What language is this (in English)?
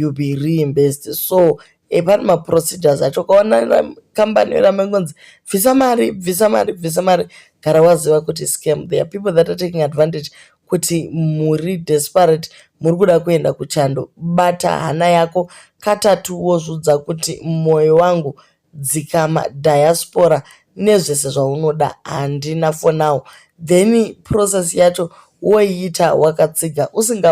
Shona